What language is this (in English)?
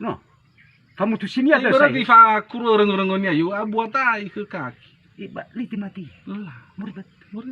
Nias